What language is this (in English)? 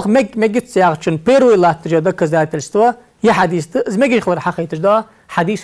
Ingush